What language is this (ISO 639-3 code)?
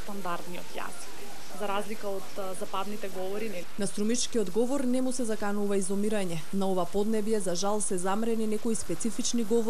mkd